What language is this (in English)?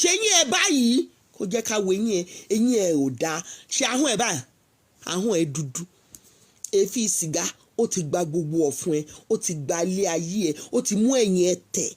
Yoruba